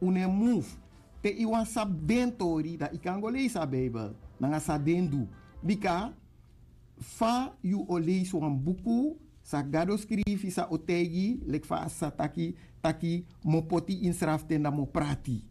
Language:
Sranan Tongo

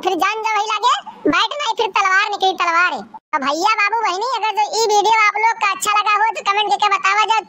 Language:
Awadhi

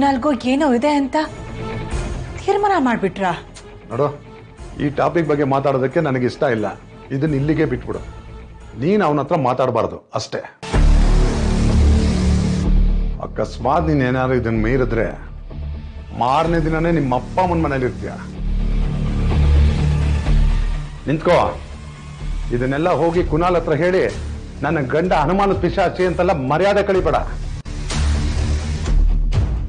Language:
Kannada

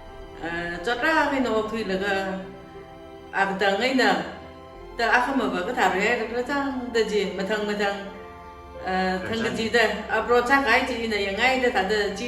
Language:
Tangkhul Naga (India)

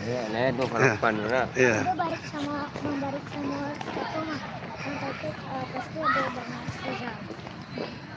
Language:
Minangkabau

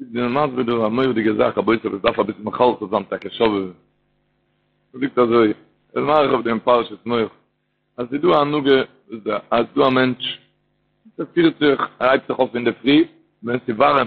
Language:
Yiddish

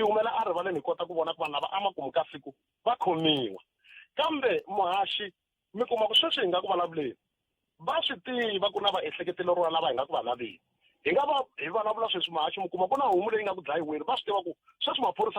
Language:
Tsonga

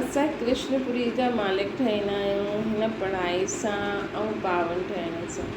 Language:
Sindhi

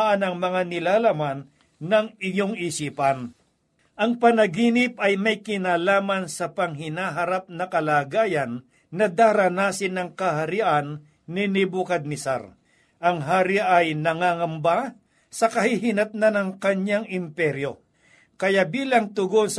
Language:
Filipino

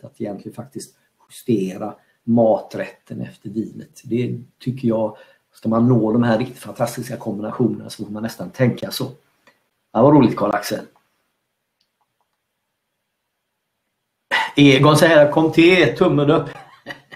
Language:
Swedish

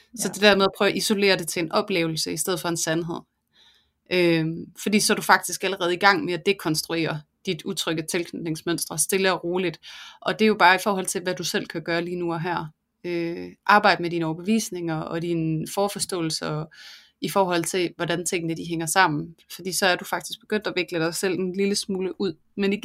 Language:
Danish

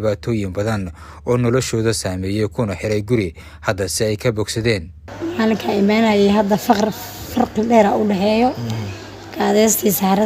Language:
Somali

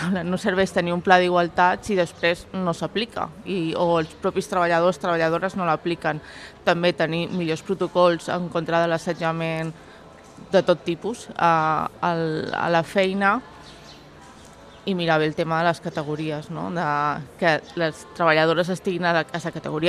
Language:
Catalan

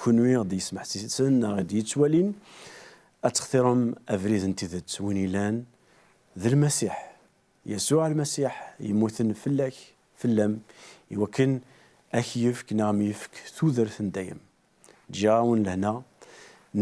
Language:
Kabyle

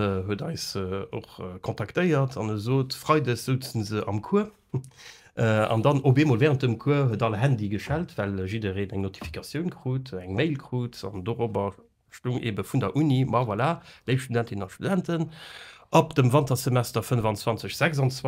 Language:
Luxembourgish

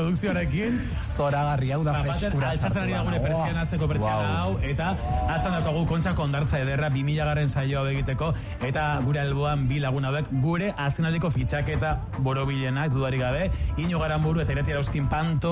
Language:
Basque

